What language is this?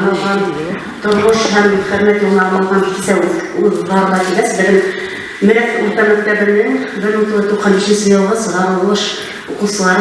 Bashkir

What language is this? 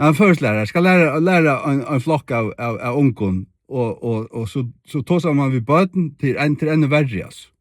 Faroese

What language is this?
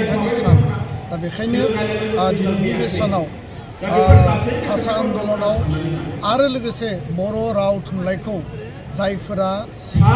Bodo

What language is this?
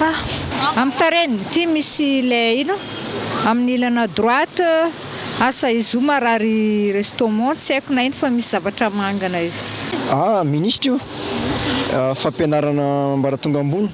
Malagasy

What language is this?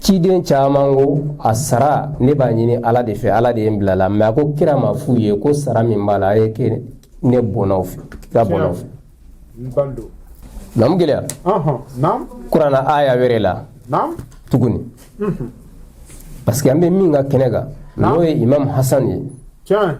Bambara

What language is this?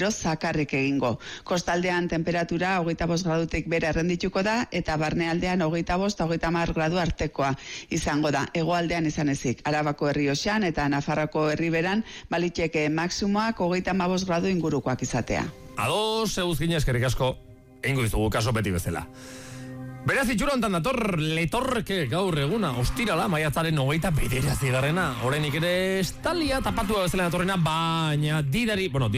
Basque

